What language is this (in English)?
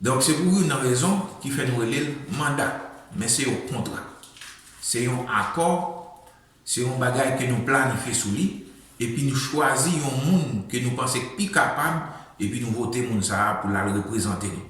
Haitian Creole